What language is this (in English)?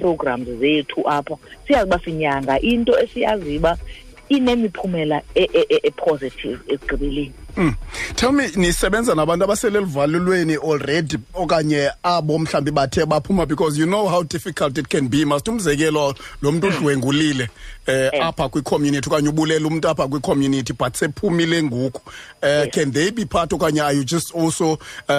Xhosa